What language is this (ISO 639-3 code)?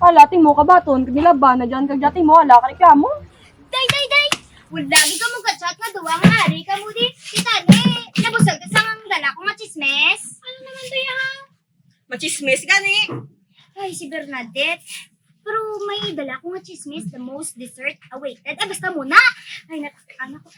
hil